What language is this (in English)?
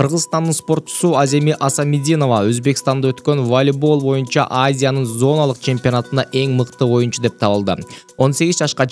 Kyrgyz